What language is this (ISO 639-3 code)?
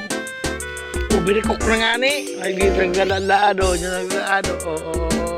bik